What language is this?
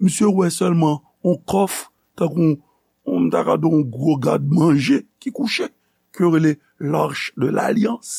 Haitian Creole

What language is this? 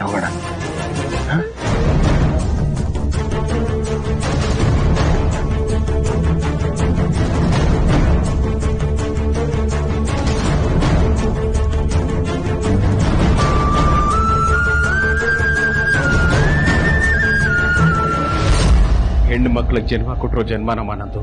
Kannada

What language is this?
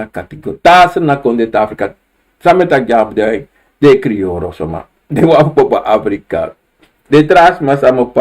Sranan Tongo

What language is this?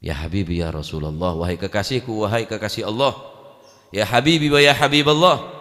Madurese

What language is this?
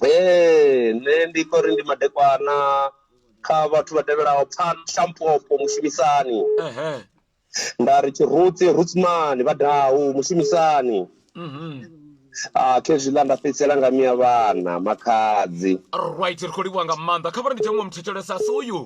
Venda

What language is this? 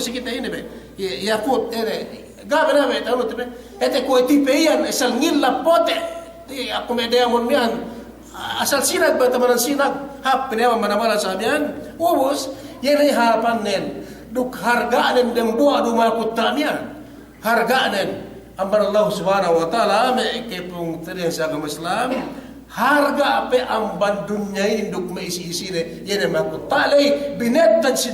Yakan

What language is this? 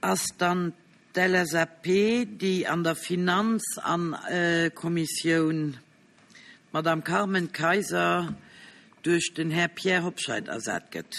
Luxembourgish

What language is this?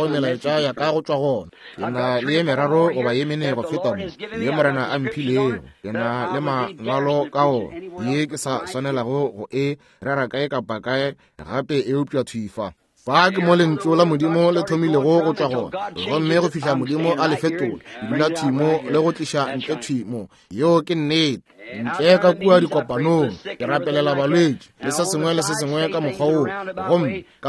Northern Sotho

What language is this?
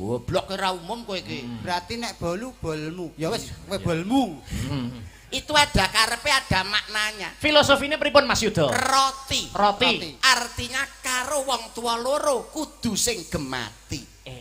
Javanese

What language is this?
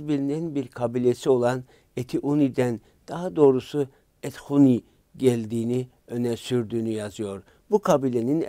Turkish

